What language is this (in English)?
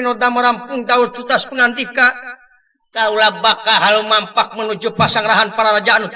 Sundanese